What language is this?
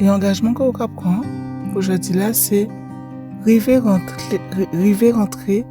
Guadeloupean Creole French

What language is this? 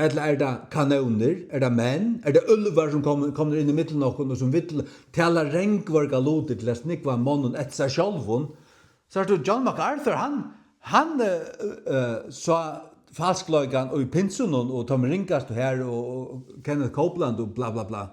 Faroese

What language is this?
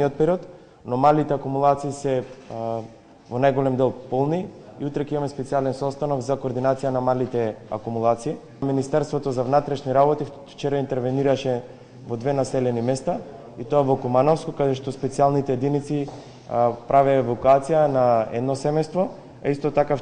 Macedonian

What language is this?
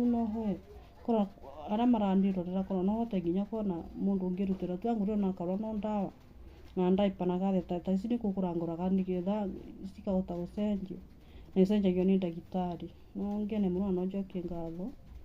Kikuyu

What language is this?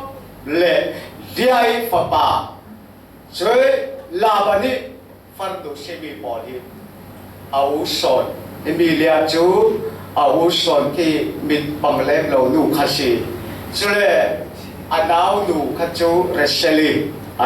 Falam Chin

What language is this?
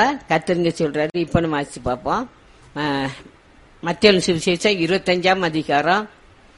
Tamil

